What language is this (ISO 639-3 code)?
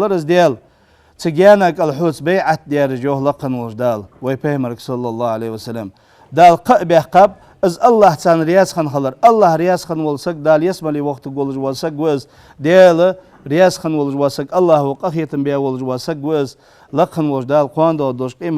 inh